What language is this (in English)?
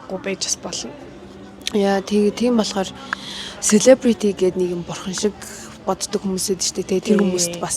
Mongolian